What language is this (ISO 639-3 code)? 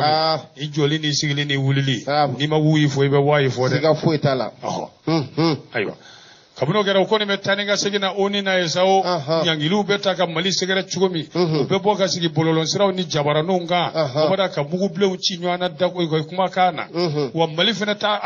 bam